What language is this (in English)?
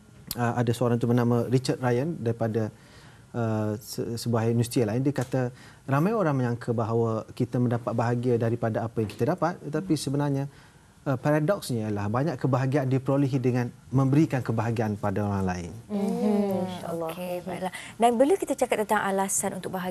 Malay